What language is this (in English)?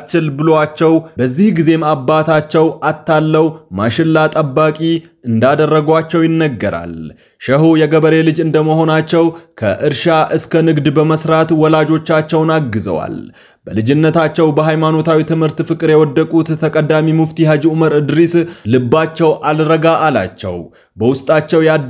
Amharic